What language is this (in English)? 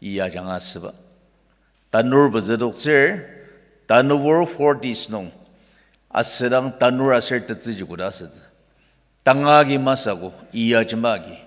Ao Naga